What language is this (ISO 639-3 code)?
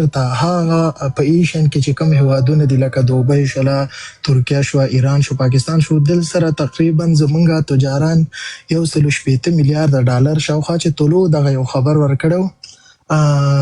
pus